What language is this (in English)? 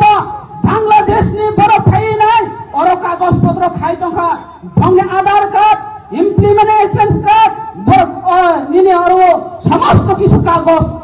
Kok Borok